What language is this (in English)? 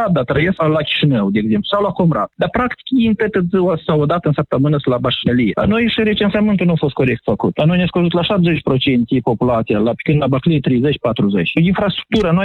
Romanian